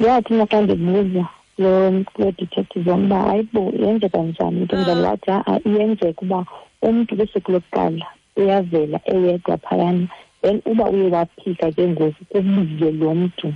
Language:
Xhosa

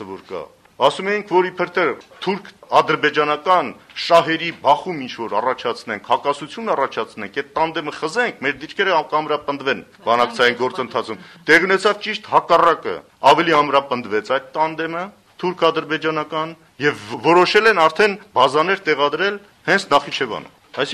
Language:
Armenian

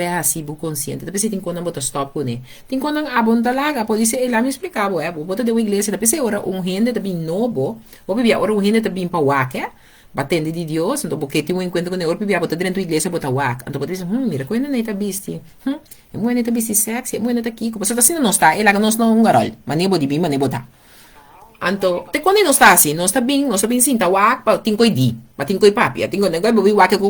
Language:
Papiamento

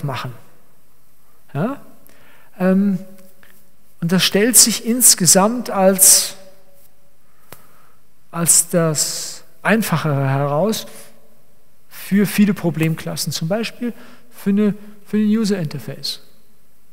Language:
German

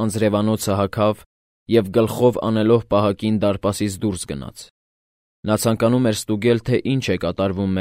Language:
Armenian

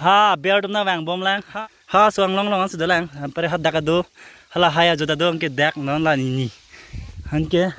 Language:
Karbi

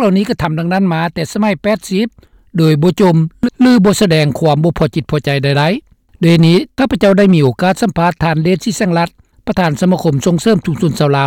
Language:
Lao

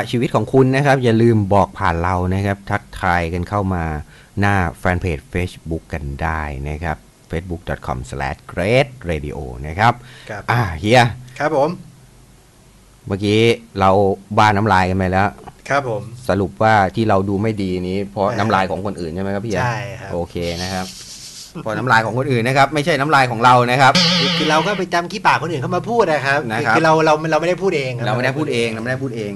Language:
Thai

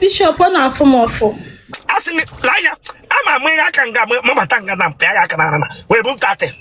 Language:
Igbo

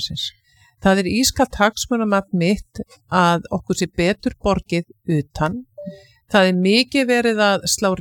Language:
Icelandic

